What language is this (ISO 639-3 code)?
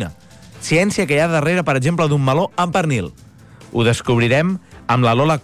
cat